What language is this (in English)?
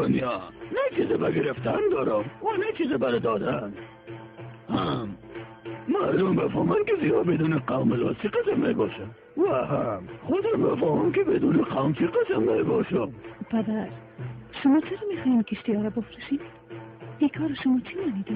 Tajik